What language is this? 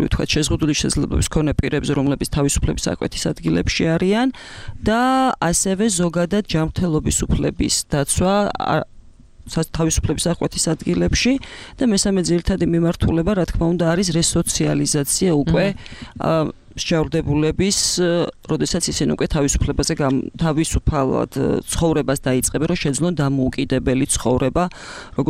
Georgian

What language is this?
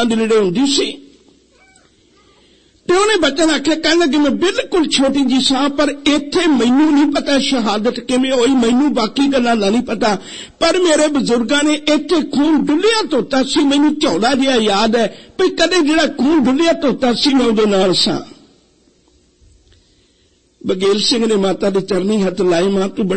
Punjabi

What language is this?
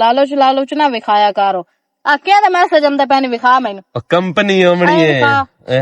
Western Panjabi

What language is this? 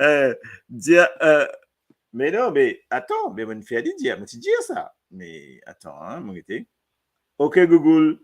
Morisyen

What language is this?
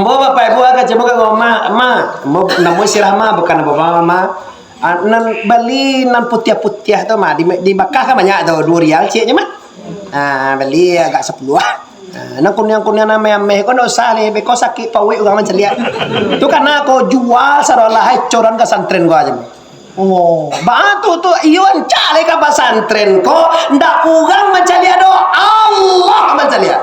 Minangkabau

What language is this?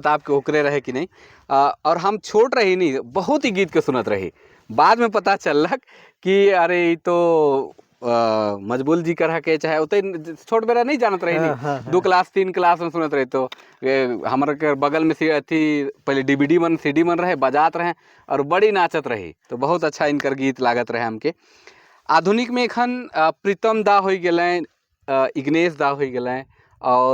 Sadri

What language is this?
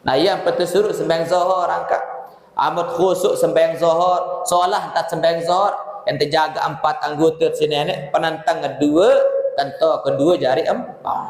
Sasak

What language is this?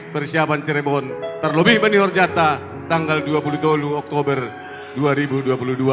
Batak Simalungun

